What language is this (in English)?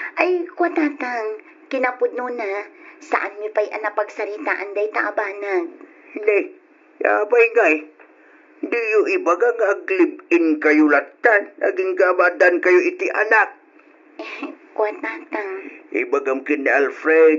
Iloko